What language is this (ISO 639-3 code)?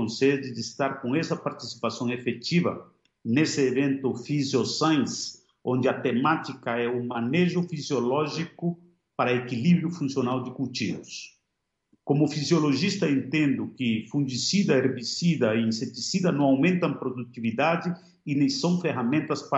por